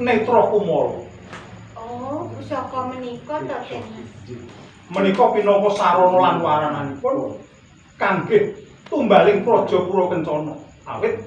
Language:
Javanese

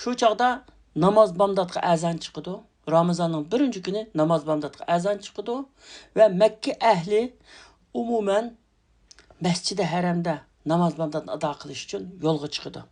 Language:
Uyghur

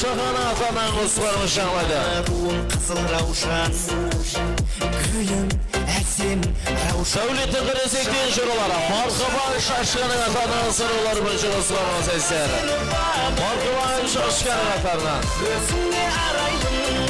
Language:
Kara-Kalpak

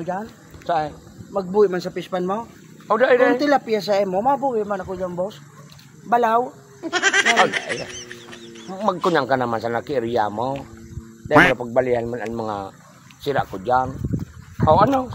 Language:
Bikol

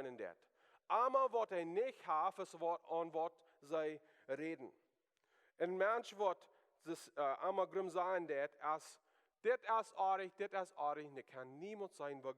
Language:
Plautdietsch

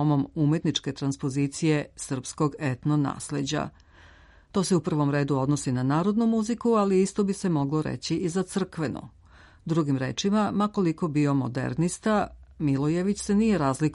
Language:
Serbian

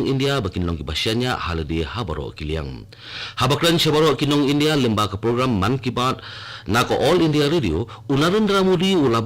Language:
Khasi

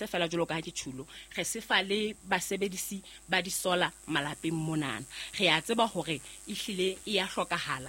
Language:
Southern Sotho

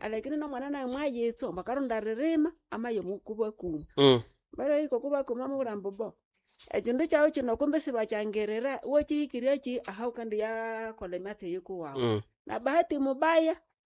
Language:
Nande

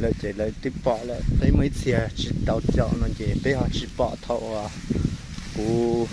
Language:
Hmong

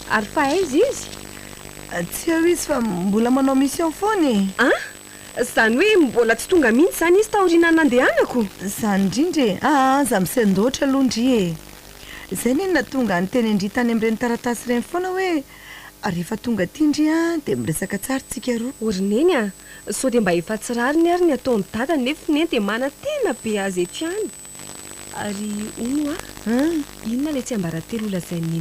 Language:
Malagasy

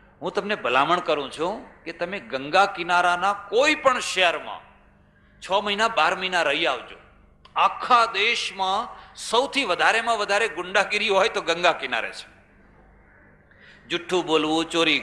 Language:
Gujarati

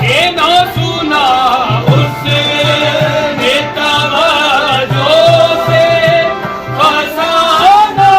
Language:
Pahari-Potwari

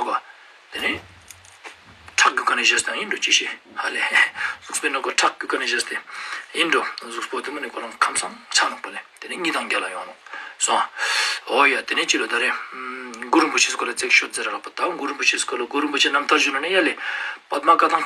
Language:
Ladakhi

